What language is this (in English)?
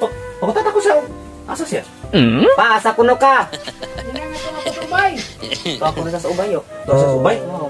Cebuano